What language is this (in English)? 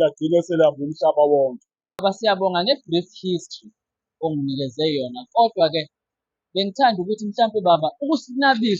Zulu